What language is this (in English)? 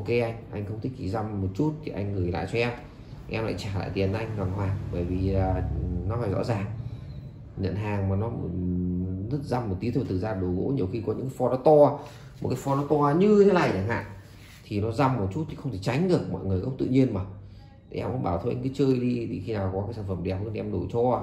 Vietnamese